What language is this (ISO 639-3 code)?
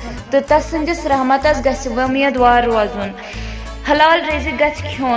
kas